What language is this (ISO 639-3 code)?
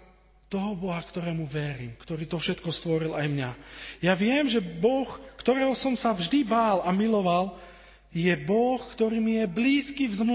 slk